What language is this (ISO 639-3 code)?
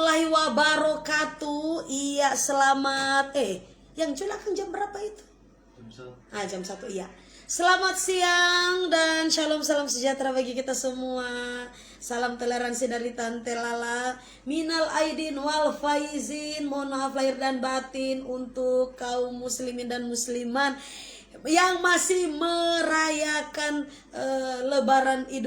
xmm